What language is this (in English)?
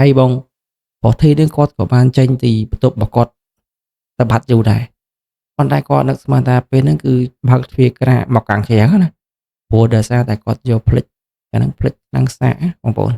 Khmer